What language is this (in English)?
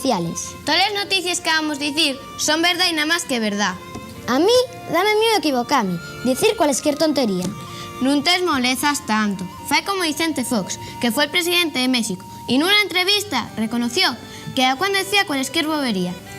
Asturian